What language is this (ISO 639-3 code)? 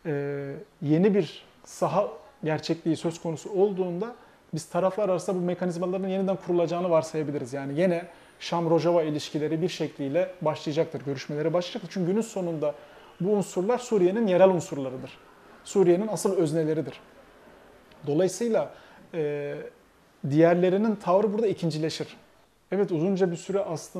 tur